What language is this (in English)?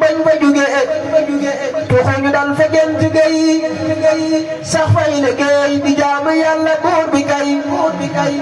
Wolof